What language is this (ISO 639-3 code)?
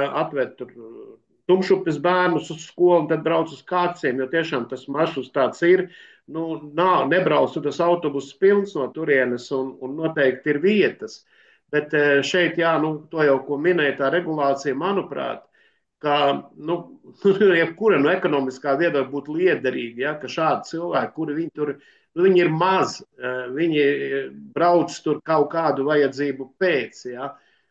lav